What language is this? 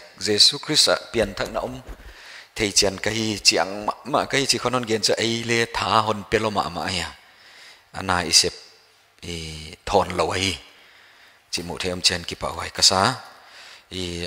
Paite Chin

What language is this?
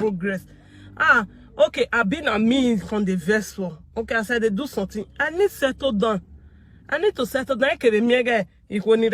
Nigerian Pidgin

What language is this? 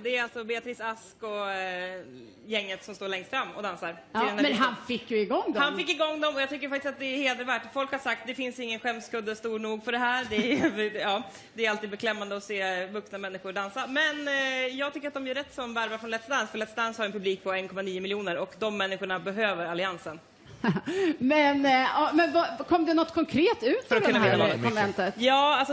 Swedish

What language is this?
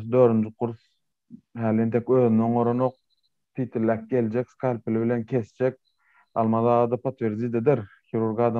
Turkmen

